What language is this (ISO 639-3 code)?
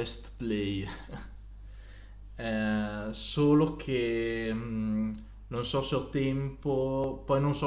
ita